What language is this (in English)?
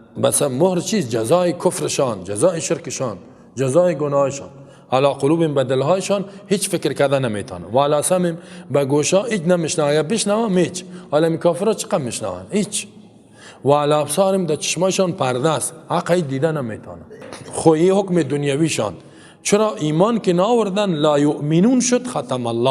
Persian